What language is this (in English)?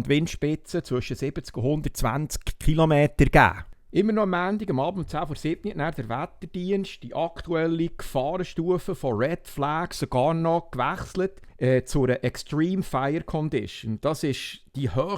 Swiss German